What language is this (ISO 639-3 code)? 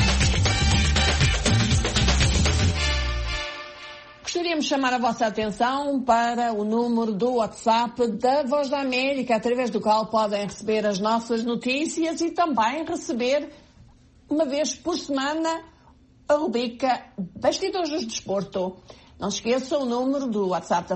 por